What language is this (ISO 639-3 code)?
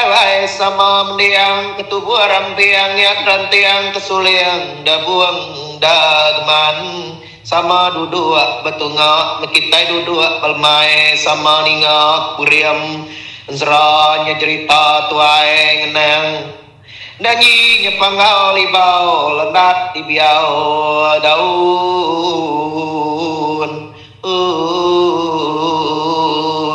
iba